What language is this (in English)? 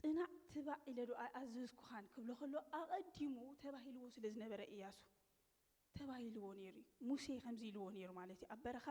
Tigrinya